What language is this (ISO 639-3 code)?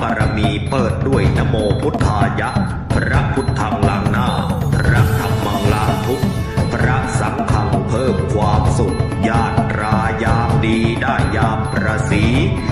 tts